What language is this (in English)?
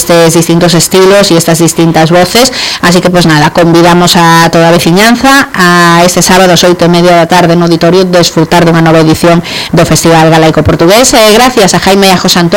Galician